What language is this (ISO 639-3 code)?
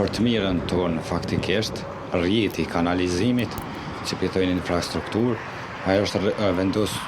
sqi